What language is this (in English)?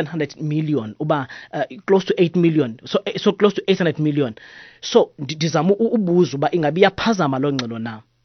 Xhosa